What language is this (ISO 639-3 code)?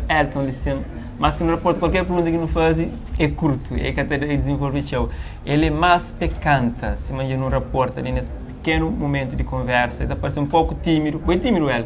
kea